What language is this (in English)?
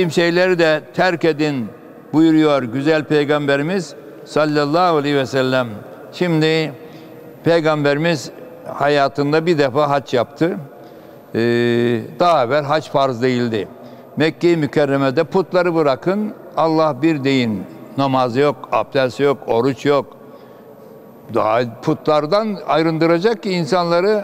Turkish